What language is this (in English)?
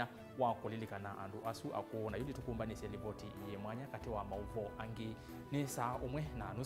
Kamba